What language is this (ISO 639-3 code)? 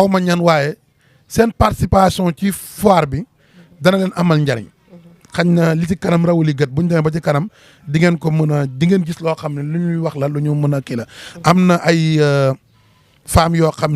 wol